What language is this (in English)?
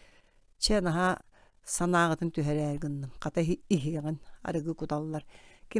Yakut